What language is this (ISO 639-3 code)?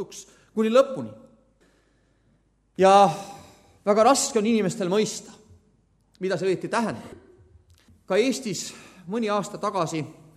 est